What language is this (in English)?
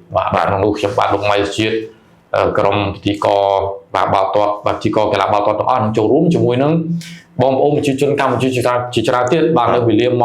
Khmer